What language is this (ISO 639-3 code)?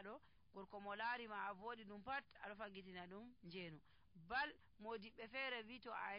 fuv